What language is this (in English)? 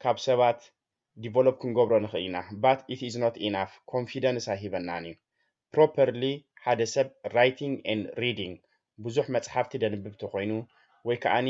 Tigrinya